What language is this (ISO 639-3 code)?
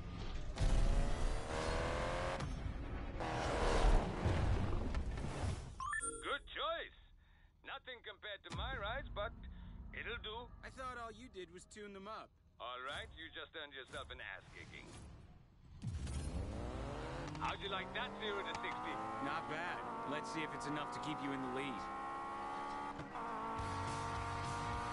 eng